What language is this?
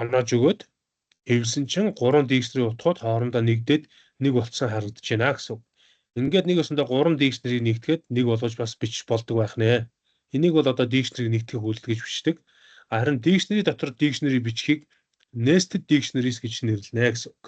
Mongolian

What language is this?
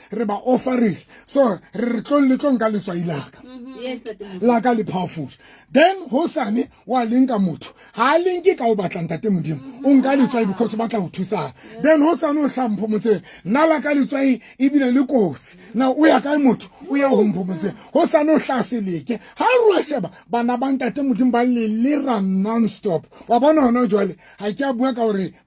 Southern Sotho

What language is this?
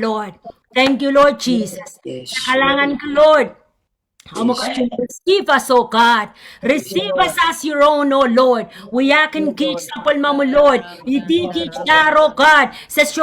Pohnpeian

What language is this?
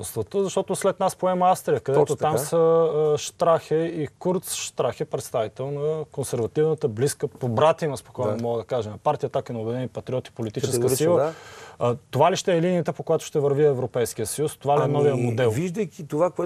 Bulgarian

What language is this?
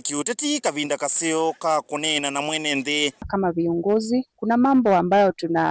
Kamba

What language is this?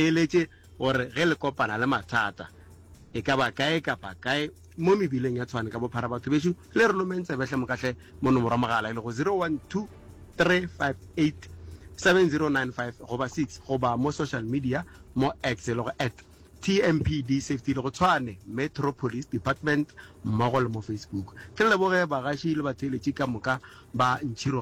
Northern Sotho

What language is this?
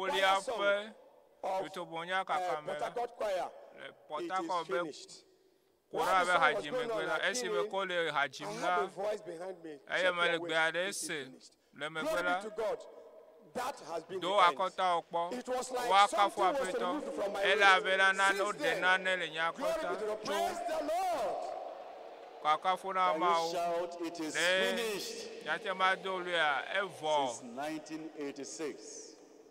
Ewe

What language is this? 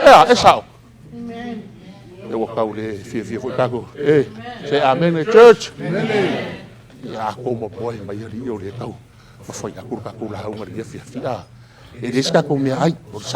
Samoan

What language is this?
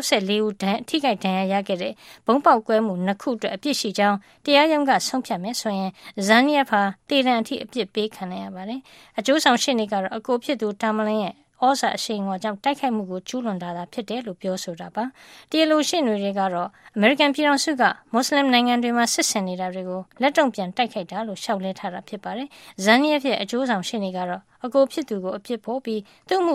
Burmese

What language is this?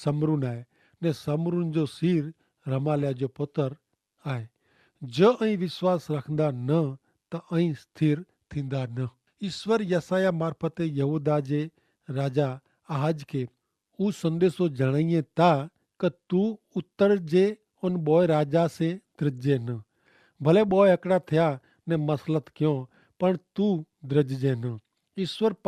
Kachhi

